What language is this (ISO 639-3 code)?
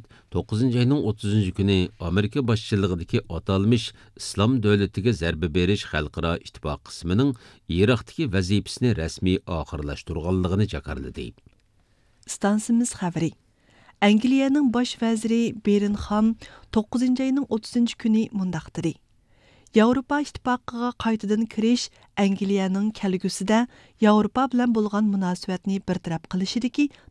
uig